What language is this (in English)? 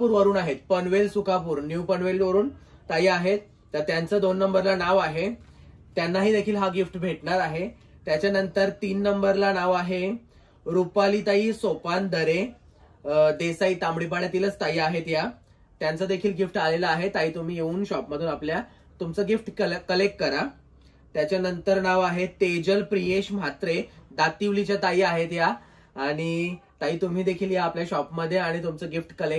Marathi